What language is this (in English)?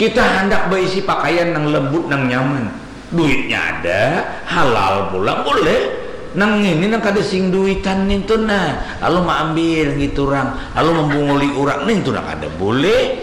Banjar